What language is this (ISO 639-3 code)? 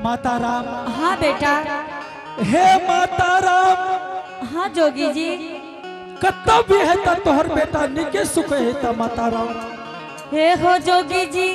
anp